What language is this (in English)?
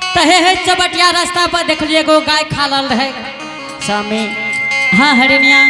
Angika